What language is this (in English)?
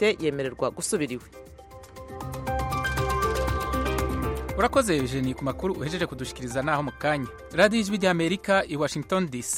Kinyarwanda